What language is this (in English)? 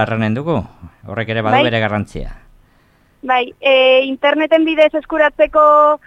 Basque